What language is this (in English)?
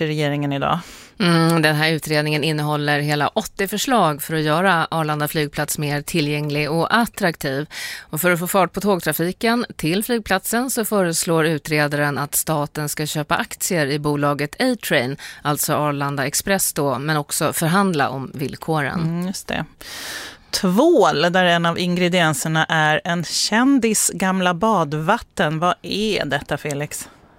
Swedish